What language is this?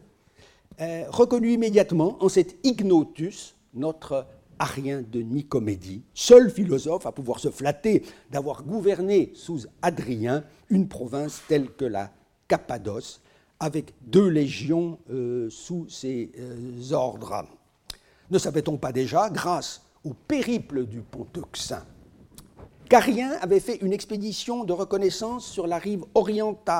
French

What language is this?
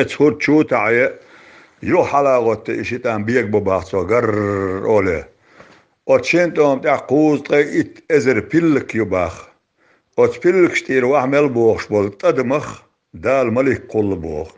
Chechen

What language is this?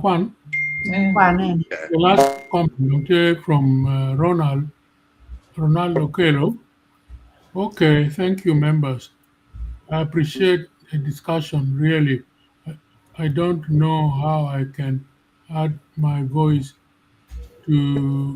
Acoli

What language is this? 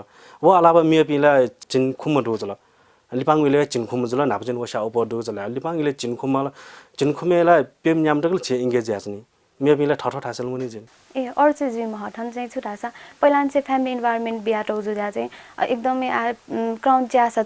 Newari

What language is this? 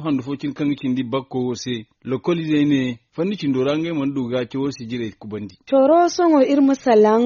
Zarma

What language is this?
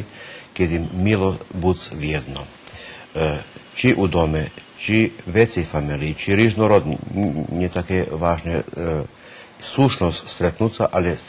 Rusyn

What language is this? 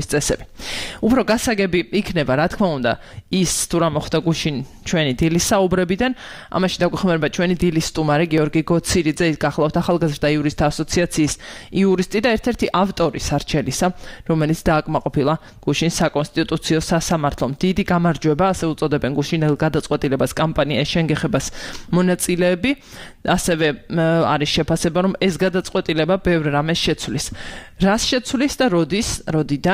Georgian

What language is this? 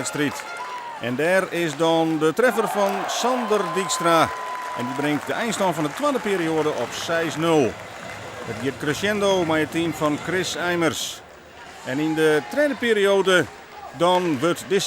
Western Frisian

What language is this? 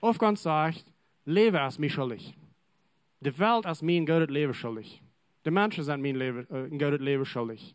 Plautdietsch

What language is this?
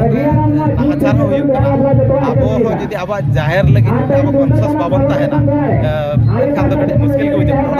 Santali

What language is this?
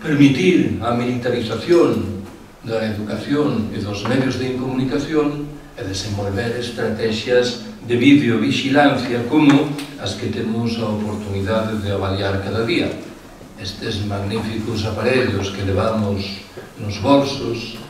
Galician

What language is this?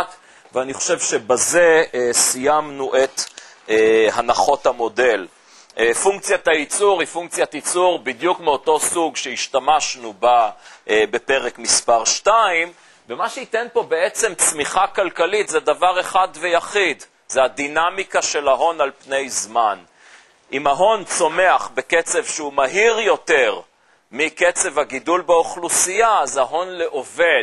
Hebrew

